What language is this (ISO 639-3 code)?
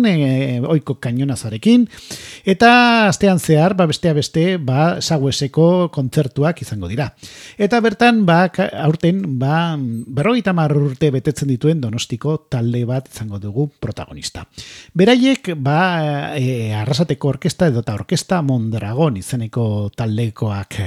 eus